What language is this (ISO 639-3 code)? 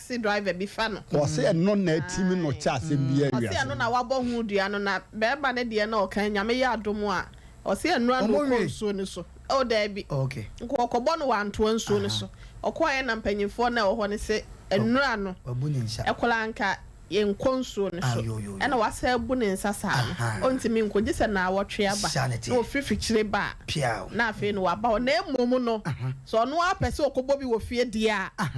aka